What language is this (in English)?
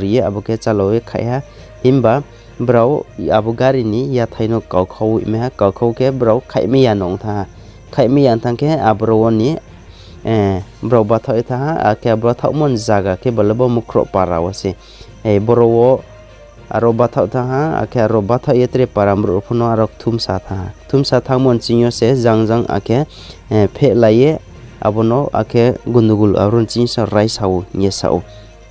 Riang (India)